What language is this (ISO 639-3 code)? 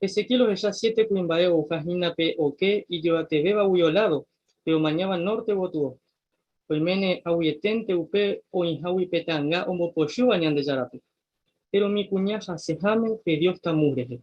grn